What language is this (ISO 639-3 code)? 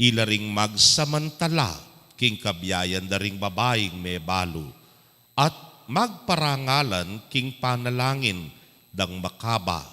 pam